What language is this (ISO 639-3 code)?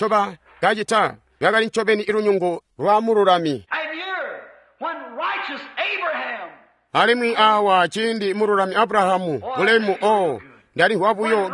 toi